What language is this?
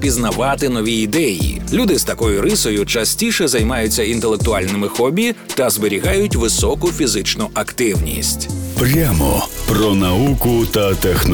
Ukrainian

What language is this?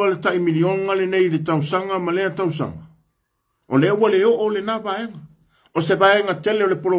Samoan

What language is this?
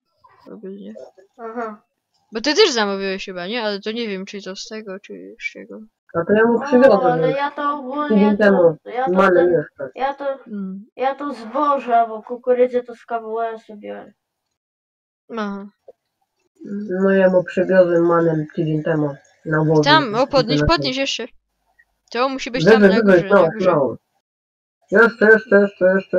Polish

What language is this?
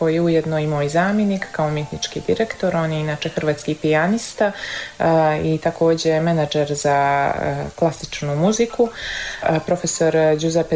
Croatian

